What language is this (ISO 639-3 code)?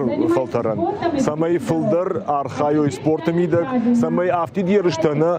oss